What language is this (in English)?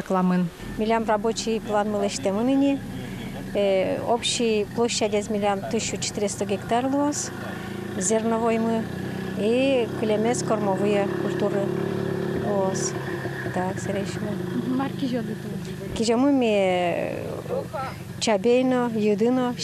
Udmurt